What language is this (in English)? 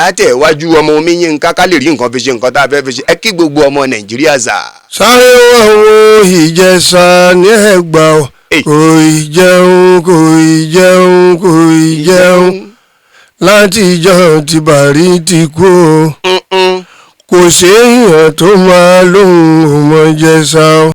Yoruba